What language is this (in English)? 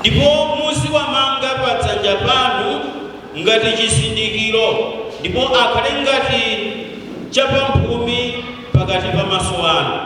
Nyanja